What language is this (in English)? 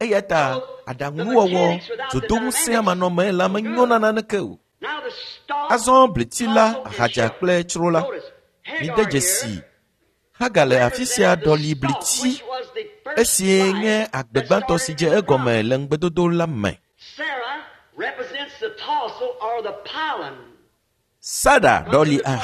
Ewe